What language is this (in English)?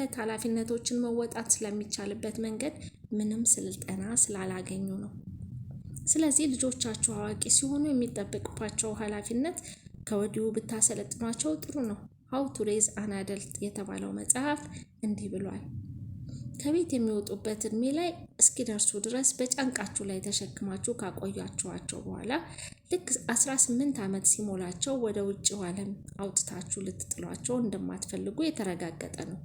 Amharic